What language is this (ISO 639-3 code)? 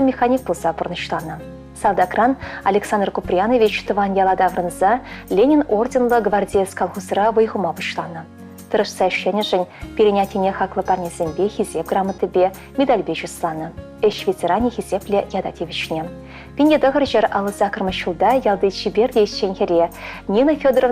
chv